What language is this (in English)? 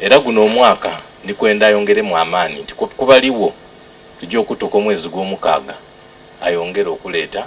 Soga